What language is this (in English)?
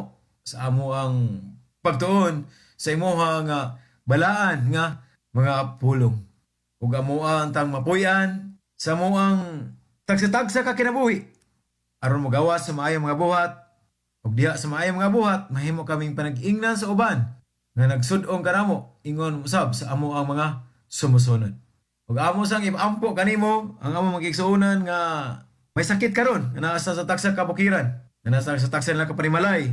Cebuano